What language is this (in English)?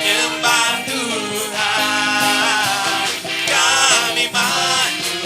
Iban